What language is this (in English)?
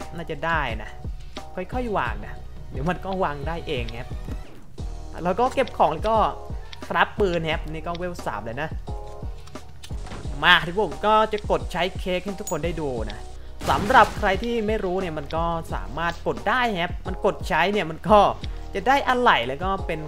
Thai